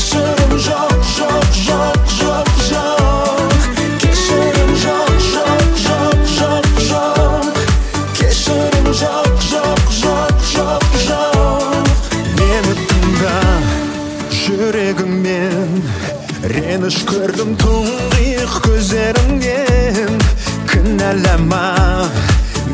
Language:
Kazakh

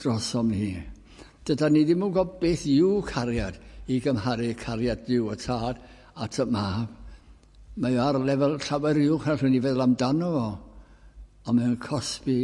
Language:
Welsh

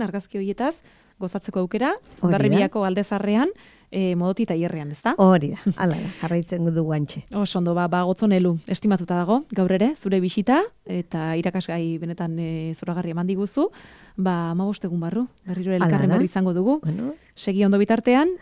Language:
Basque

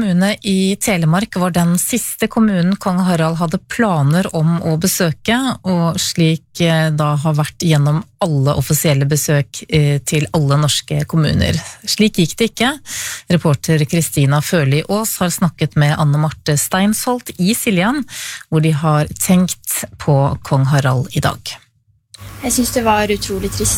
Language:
Norwegian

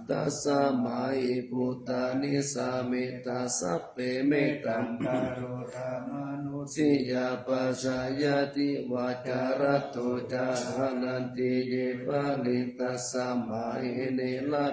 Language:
Pali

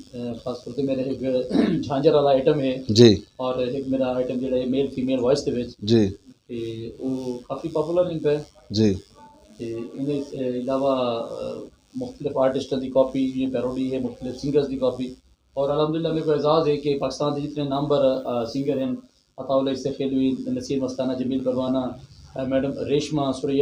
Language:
Western Panjabi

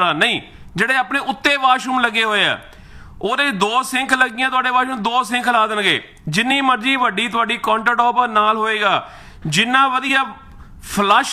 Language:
Punjabi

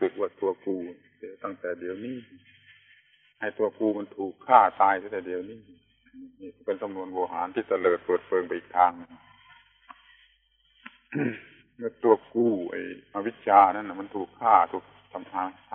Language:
Thai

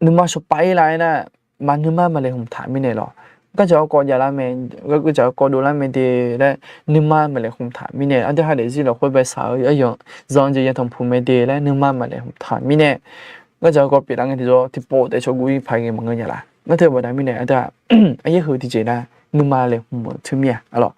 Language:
Akha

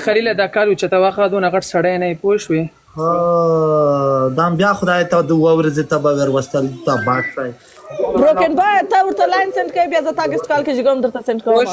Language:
Pashto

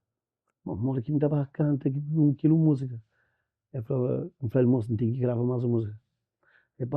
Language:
Kabuverdianu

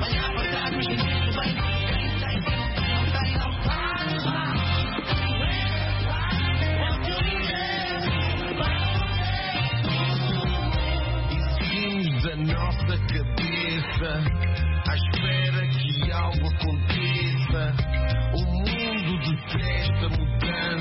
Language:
Portuguese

